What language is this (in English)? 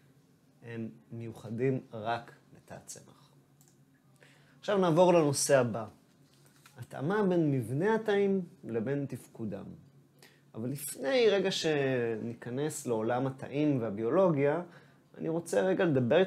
Hebrew